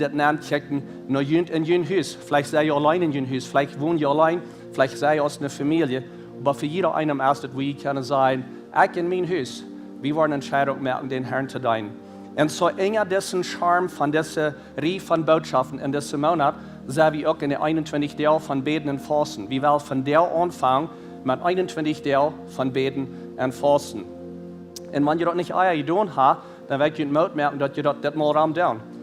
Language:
Plautdietsch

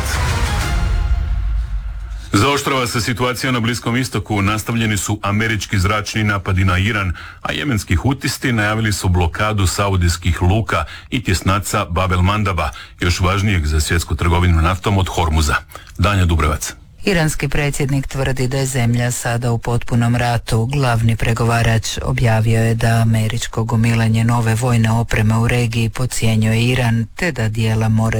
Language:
Croatian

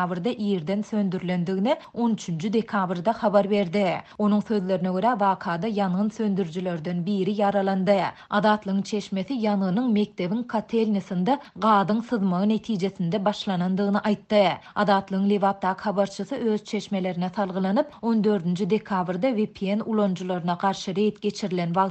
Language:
Turkmen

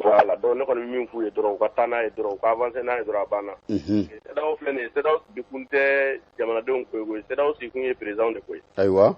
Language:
Bambara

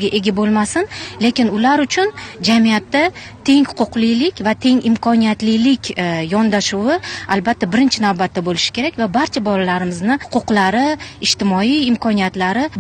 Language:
Uzbek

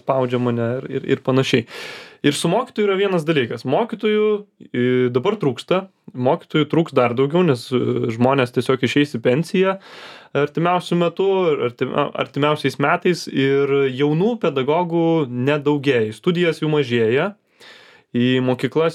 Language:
Lithuanian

